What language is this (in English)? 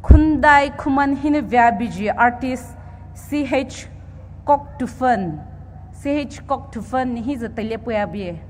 Poumei Naga